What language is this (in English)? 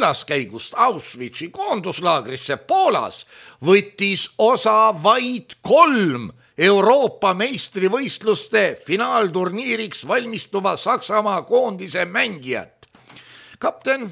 Estonian